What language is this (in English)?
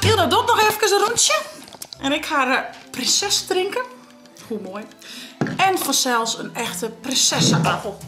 Western Frisian